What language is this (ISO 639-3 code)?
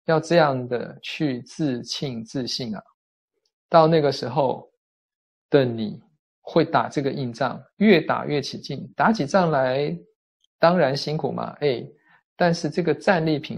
zho